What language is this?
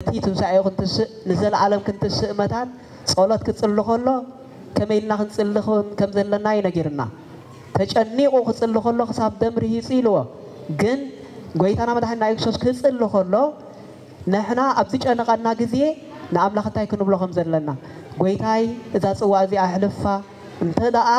Tigrinya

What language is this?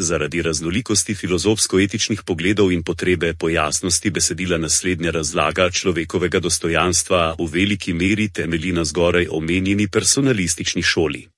Slovenian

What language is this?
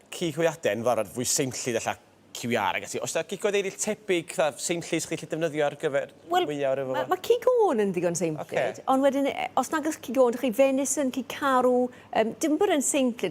Welsh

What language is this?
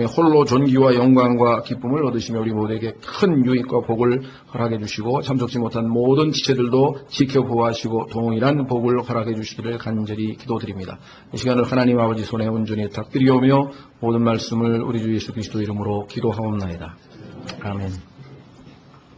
Korean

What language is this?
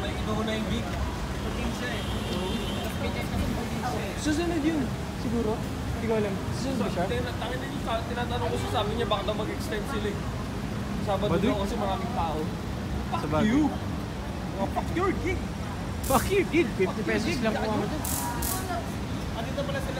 Filipino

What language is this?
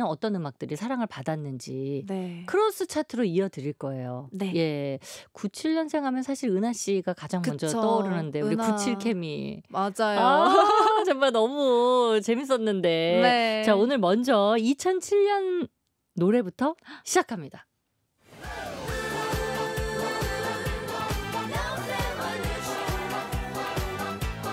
Korean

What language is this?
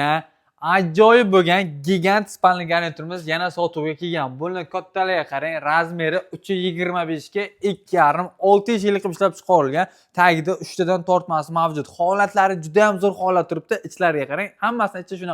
Uzbek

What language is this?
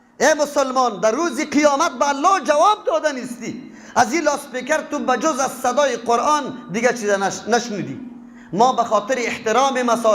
Persian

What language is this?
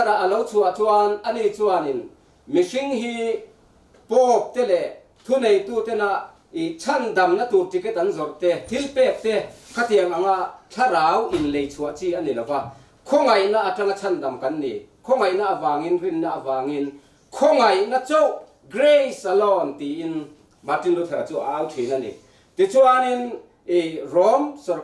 Mizo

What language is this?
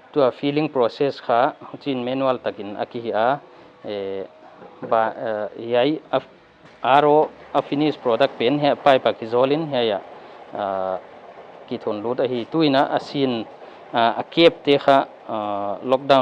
Paite Chin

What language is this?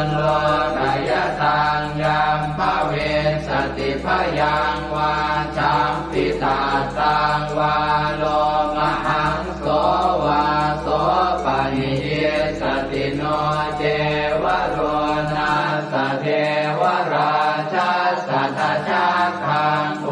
Pali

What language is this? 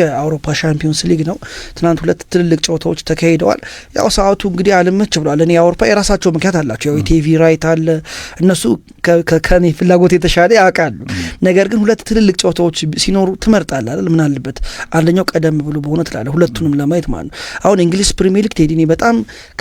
Amharic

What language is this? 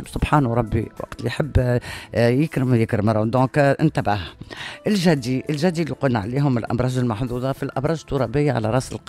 Tunisian Arabic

